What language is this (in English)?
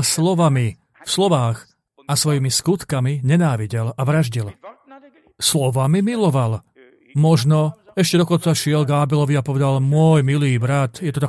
Slovak